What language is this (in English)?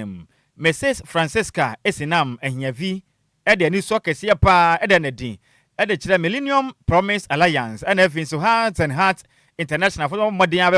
Akan